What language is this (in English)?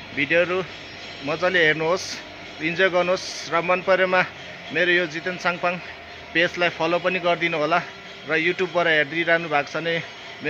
Nepali